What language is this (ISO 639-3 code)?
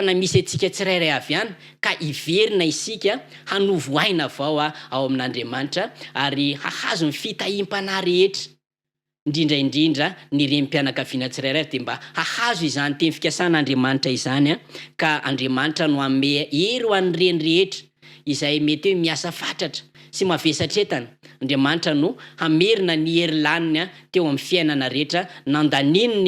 mlg